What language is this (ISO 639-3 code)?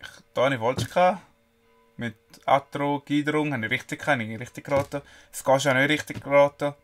gsw